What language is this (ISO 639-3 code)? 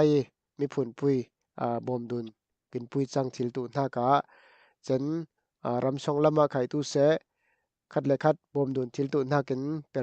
cfm